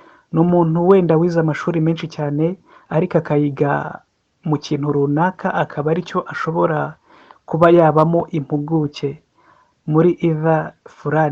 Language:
Kinyarwanda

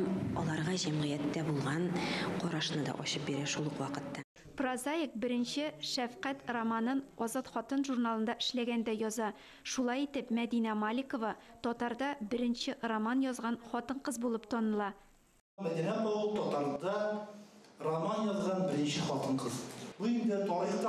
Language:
Tatar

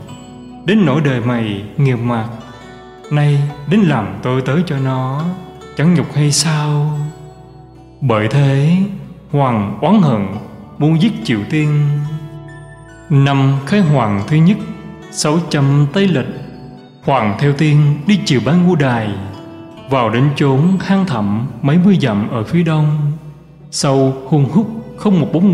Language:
Vietnamese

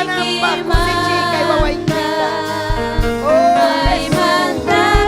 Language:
Ayacucho Quechua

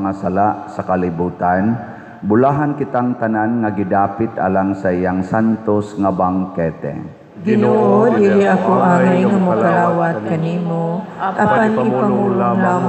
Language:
Cebuano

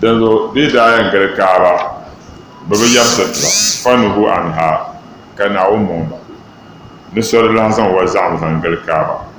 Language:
Dagbani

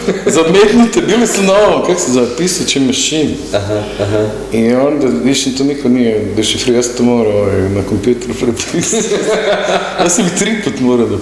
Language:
Croatian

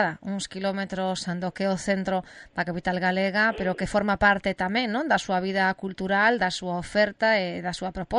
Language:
Galician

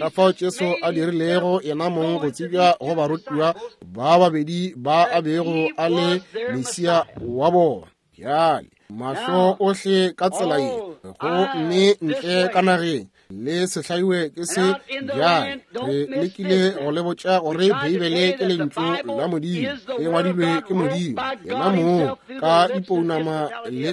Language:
Northern Sotho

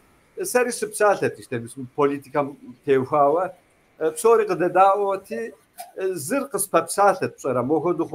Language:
Kabardian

